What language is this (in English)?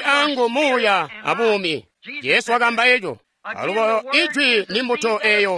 Tonga (Zambia)